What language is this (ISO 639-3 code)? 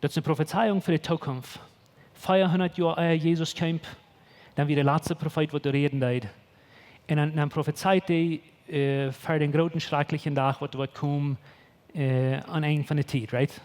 pdt